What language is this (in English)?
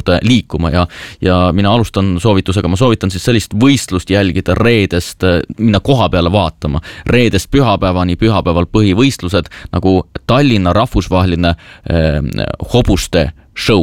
Estonian